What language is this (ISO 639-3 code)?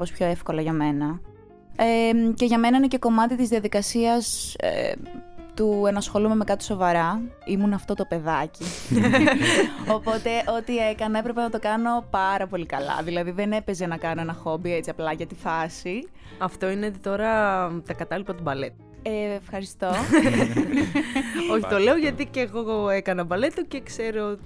ell